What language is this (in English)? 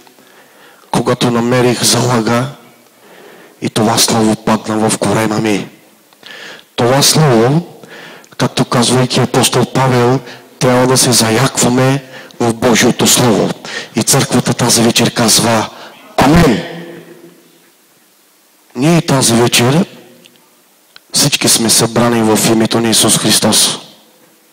Bulgarian